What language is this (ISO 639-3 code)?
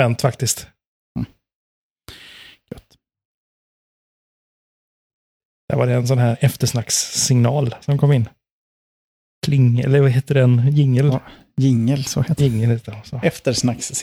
swe